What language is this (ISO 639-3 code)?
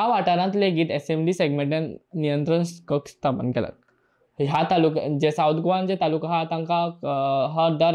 kok